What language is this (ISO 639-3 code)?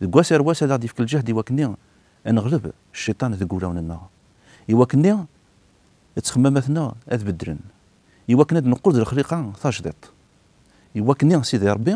kab